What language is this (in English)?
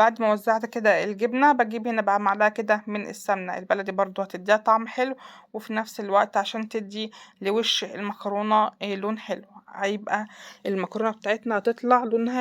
Egyptian Arabic